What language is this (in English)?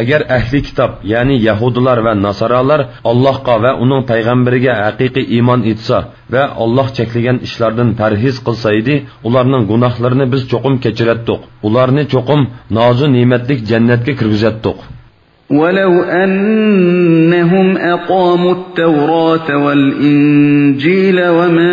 Uyghur